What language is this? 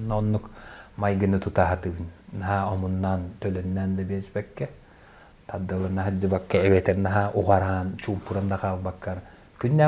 Yakut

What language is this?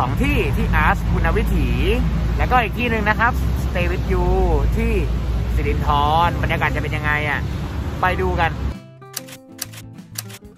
Thai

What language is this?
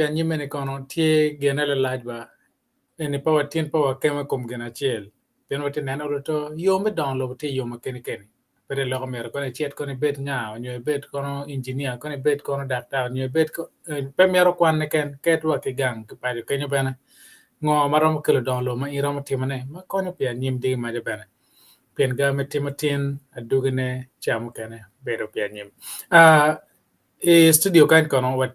Acoli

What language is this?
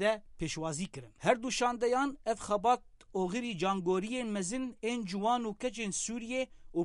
Kurdish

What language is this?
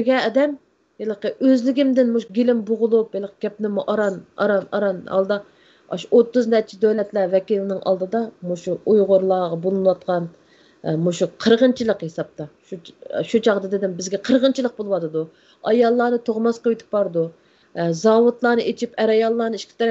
Uyghur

